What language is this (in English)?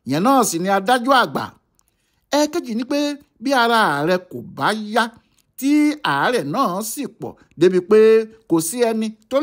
Yoruba